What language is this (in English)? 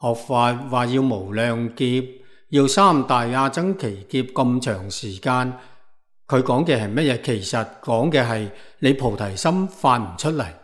Cantonese